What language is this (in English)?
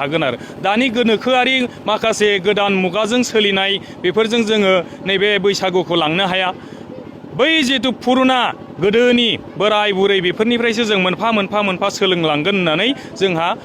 Bodo